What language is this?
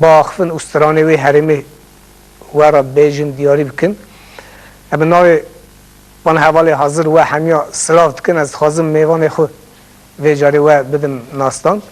Kurdish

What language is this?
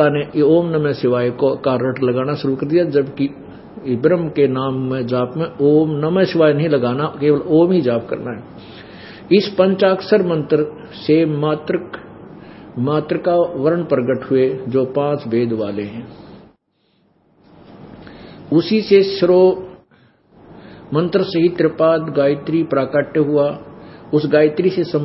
Hindi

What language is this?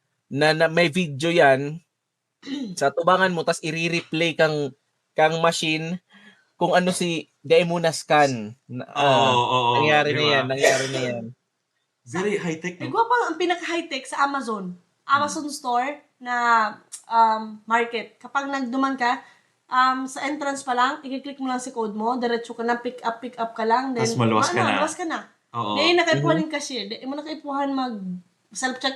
Bikol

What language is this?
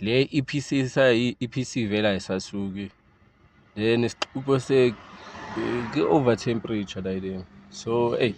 Zulu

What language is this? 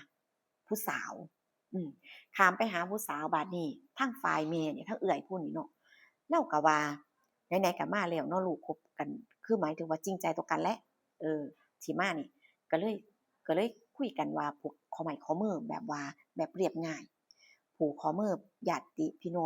Northeastern Thai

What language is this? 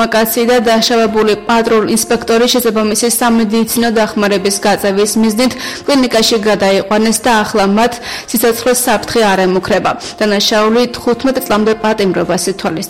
Georgian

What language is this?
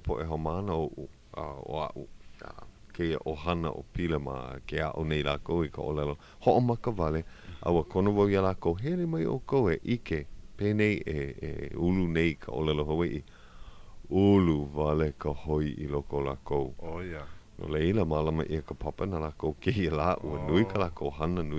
Hawaiian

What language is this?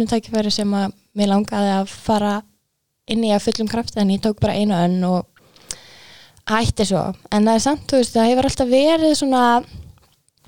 Icelandic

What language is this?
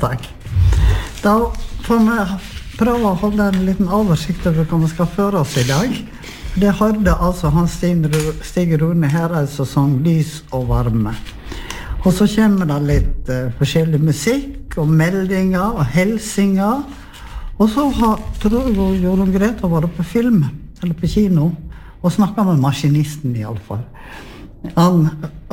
Norwegian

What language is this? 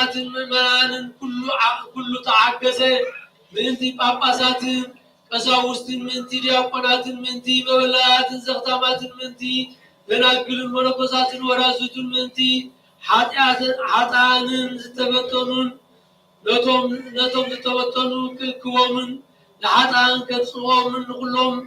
Geez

